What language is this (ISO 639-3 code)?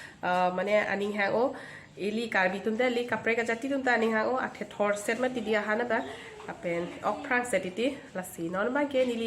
mjw